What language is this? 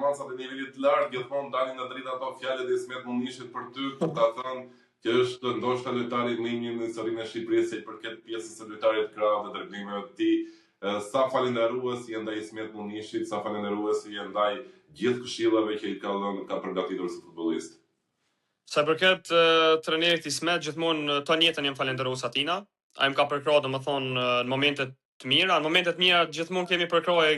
Albanian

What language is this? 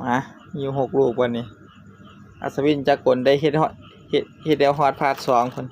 Northeastern Thai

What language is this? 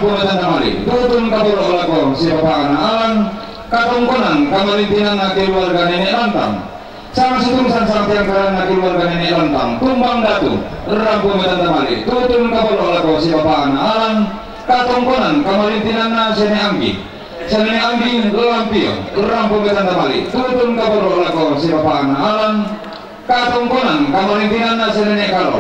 Toraja-Sa'dan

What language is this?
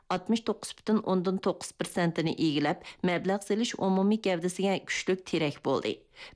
Uyghur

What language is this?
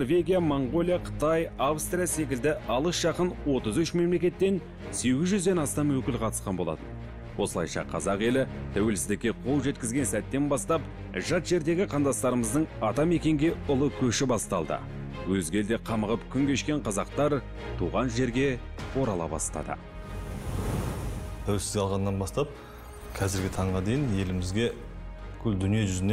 Kazakh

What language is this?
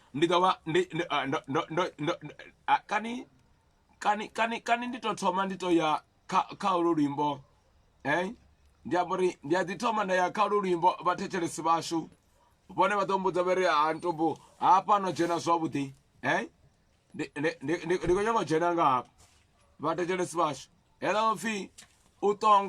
Venda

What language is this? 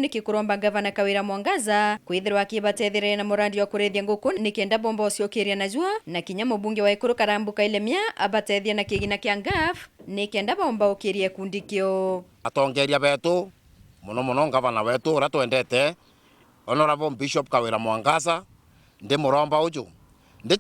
Meru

